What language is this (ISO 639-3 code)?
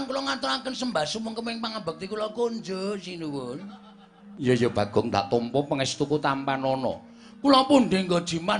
jav